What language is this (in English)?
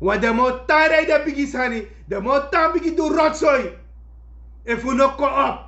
Sranan Tongo